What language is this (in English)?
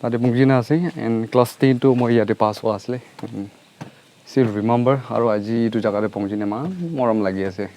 Naga Pidgin